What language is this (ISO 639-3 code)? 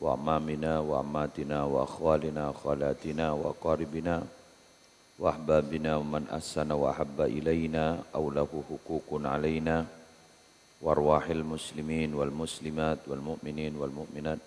mad